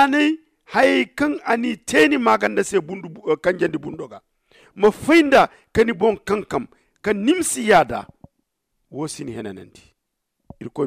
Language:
Zarma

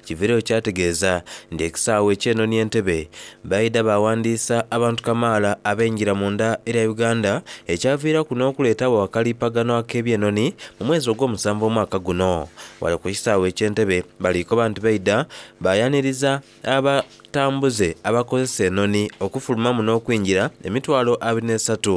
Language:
Soga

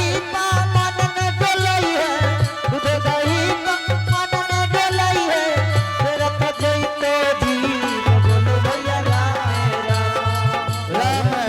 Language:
Angika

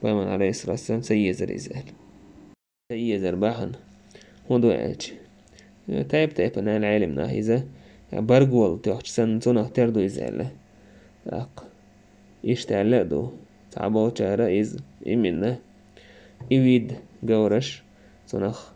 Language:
Chechen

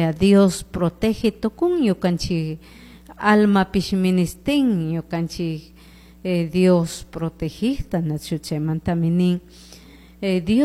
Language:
Chimborazo Highland Quichua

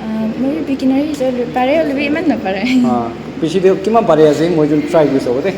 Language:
Naga Pidgin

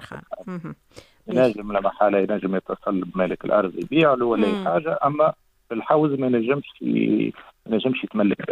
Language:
Tunisian Arabic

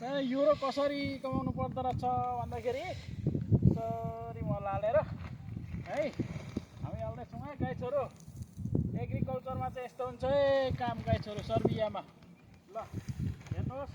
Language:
Nepali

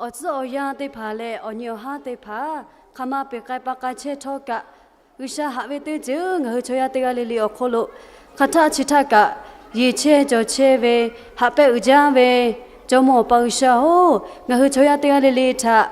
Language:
Lahu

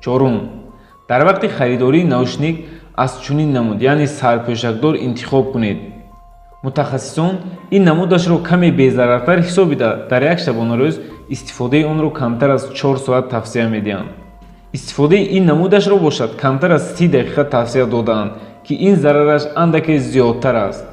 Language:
Tajik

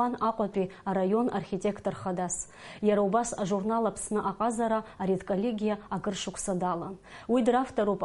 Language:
Abkhazian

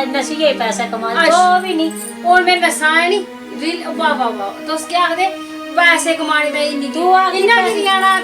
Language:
Dogri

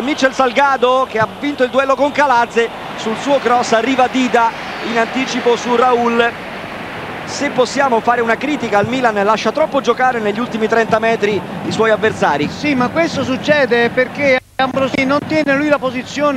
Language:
Italian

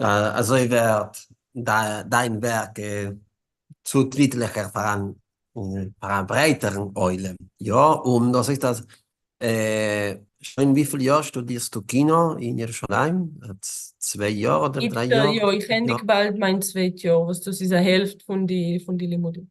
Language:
Yiddish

